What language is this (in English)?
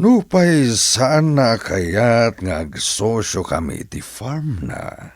Iloko